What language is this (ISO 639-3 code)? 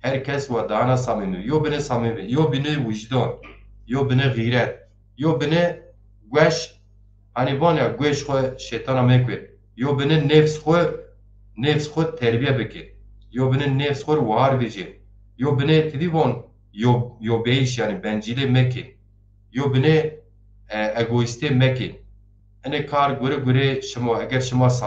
zza